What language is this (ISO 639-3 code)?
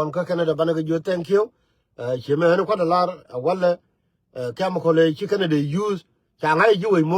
nus